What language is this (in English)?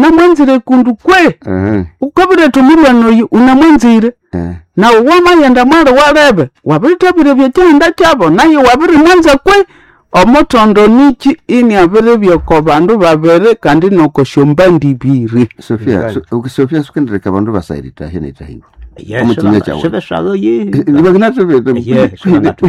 Nande